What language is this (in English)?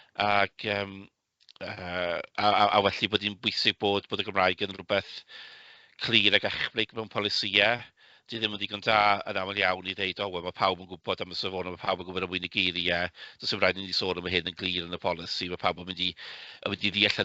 Welsh